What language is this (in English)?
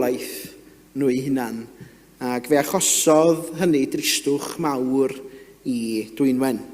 Welsh